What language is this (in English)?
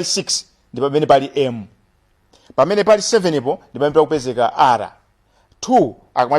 Nyanja